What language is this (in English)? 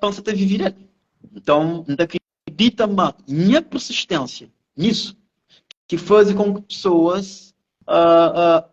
Kabuverdianu